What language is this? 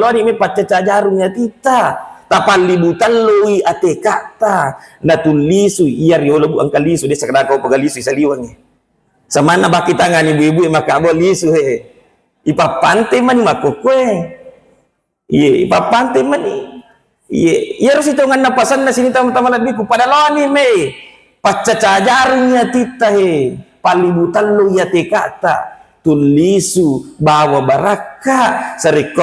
Buginese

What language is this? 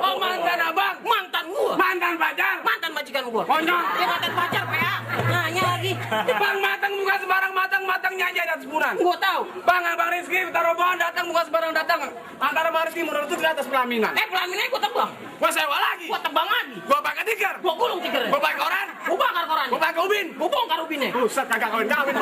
Betawi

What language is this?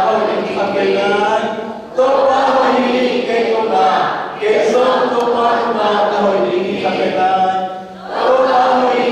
Tedim Chin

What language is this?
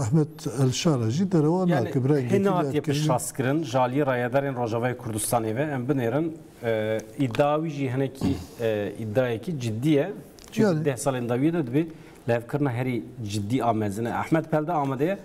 Kurdish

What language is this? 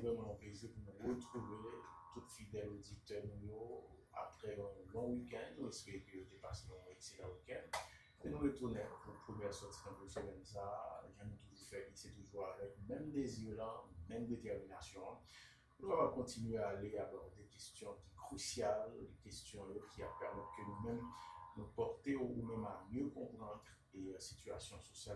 Haitian Creole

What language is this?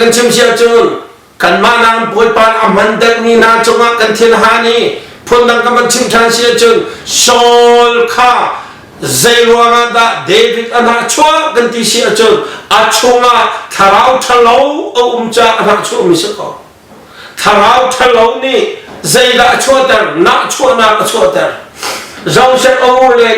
Hakha Chin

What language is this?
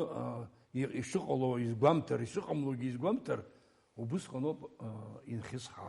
Abkhazian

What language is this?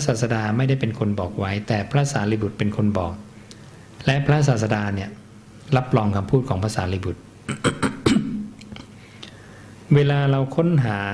Thai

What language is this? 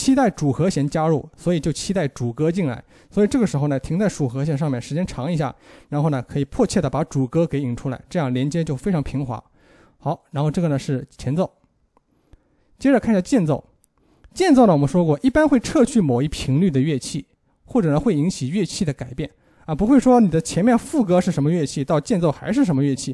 Chinese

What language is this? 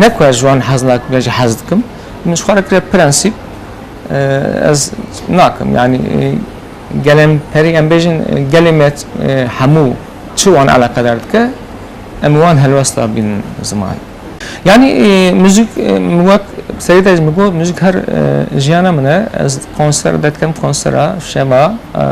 Kurdish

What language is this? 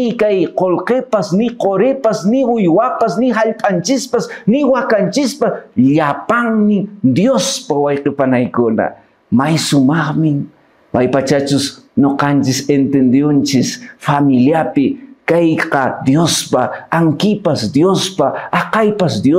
Quechua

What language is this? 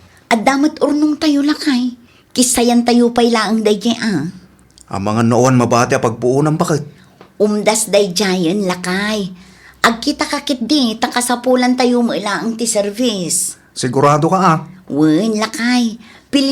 Iloko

